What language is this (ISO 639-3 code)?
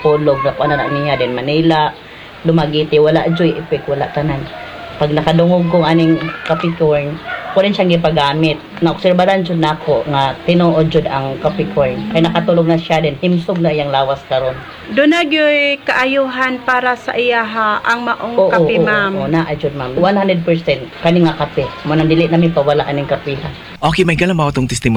ceb